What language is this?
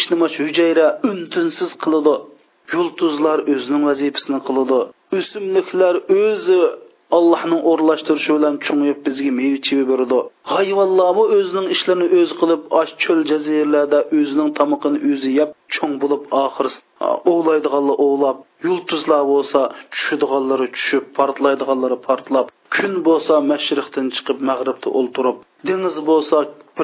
Uyghur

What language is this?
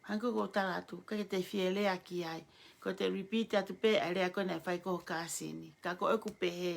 Tongan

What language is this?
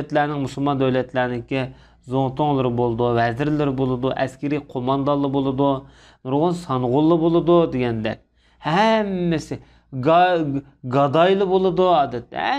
Uyghur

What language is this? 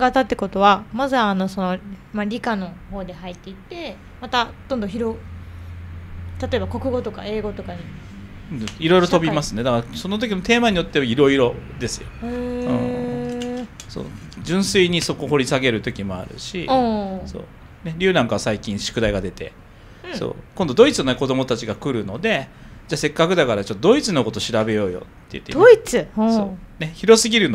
Japanese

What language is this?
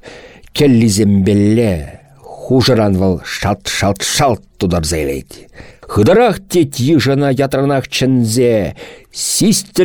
Chuvash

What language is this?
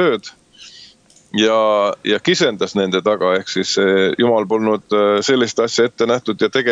Estonian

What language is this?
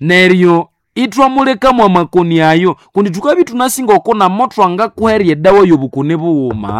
Nande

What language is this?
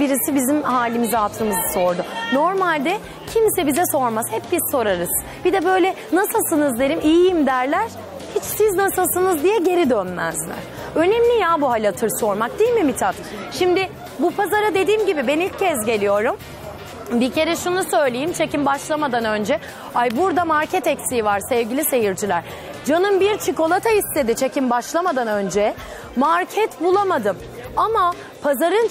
Turkish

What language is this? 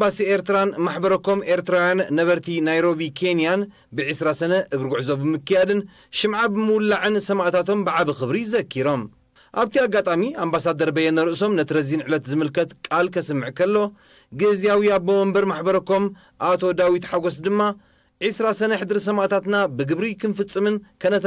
Tigrinya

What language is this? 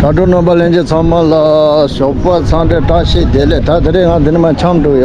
Tibetan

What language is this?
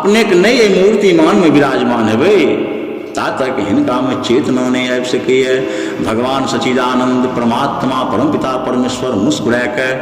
Maithili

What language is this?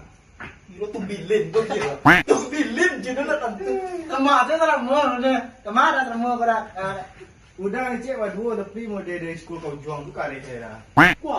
Minangkabau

